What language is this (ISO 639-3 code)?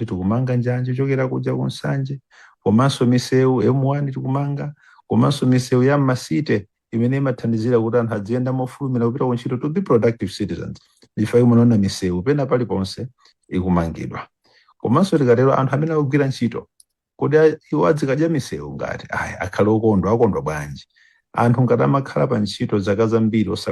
nya